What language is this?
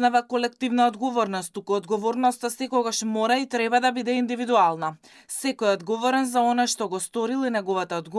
Macedonian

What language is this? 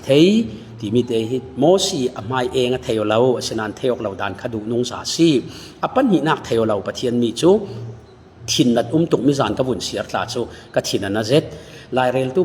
Falam Chin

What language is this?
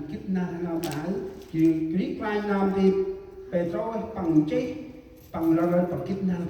Central Mnong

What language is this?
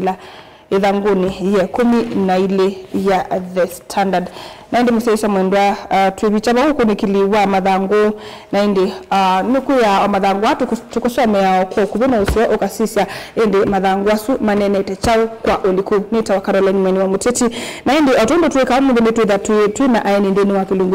Kamba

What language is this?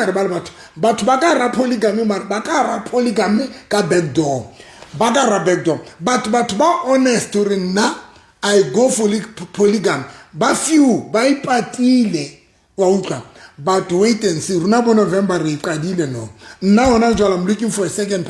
Southern Sotho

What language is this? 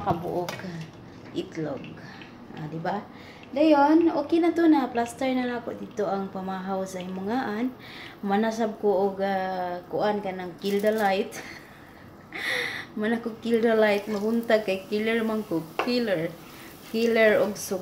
Cebuano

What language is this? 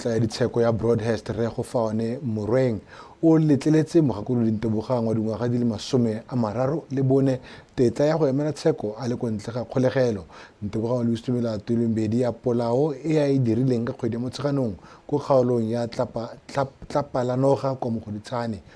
Tswana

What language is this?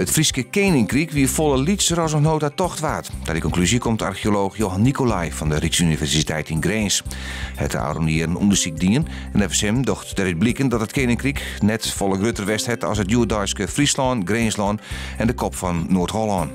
Western Frisian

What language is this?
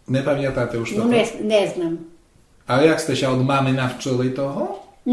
Rusyn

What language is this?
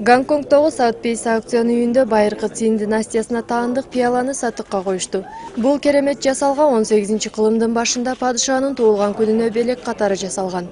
Kyrgyz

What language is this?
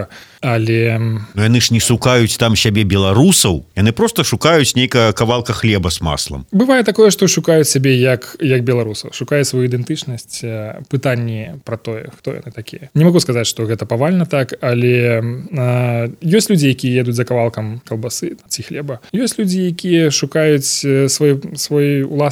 Belarusian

